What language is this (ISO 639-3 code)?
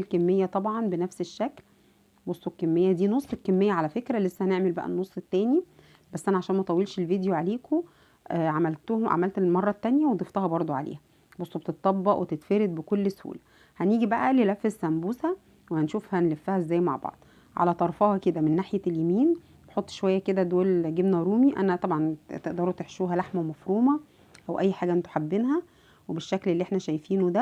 arz